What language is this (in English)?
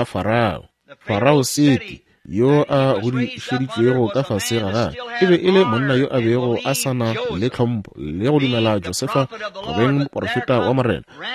Northern Sotho